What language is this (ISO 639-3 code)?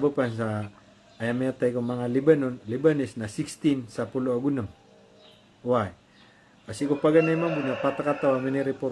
mrw